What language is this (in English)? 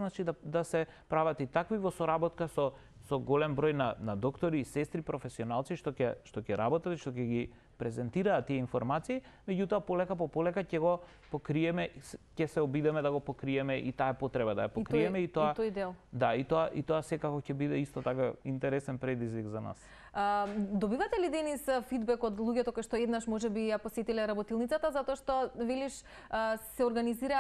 Macedonian